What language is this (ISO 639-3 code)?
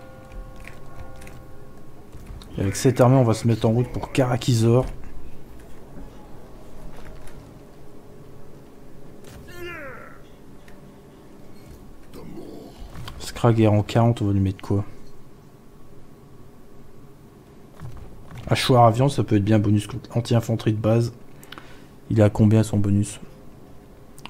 fra